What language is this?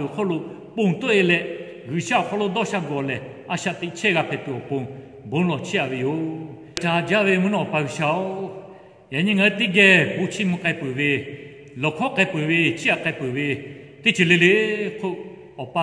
Lahu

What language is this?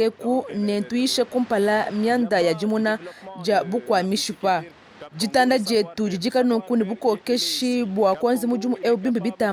Luba-Lulua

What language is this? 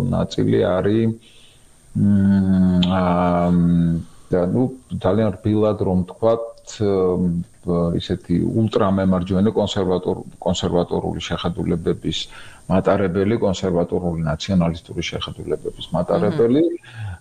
Georgian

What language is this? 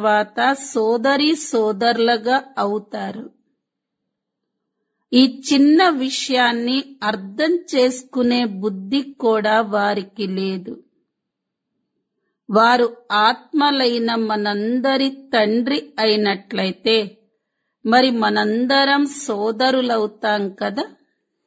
Telugu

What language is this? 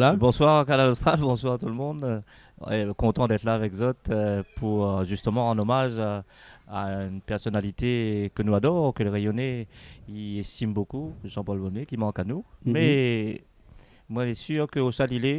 Réunion Creole French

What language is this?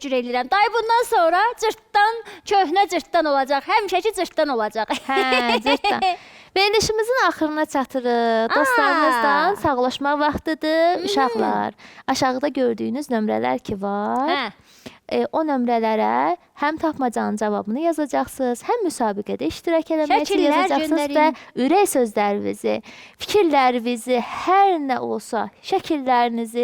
Azerbaijani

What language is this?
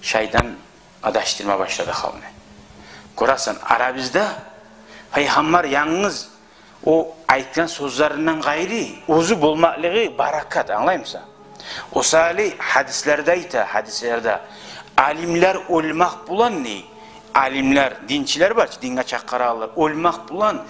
Kumyk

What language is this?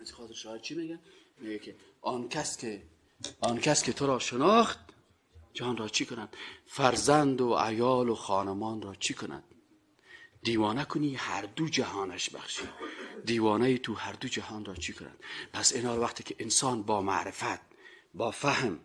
Persian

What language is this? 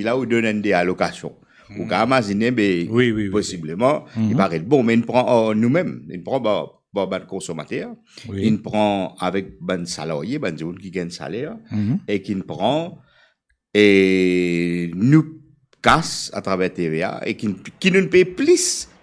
Morisyen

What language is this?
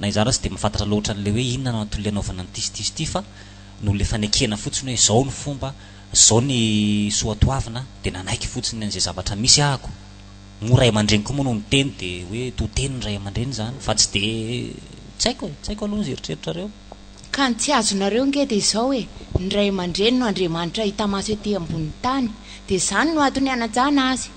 Malagasy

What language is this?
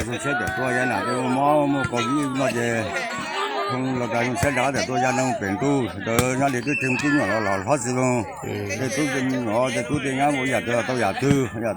Hmong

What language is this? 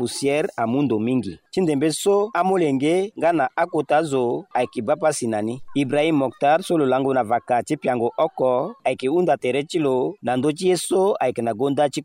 Sango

